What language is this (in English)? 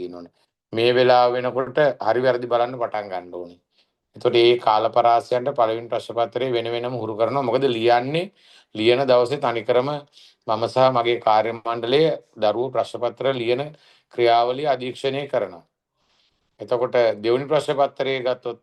Sinhala